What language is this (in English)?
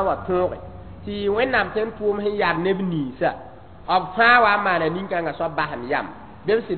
Mossi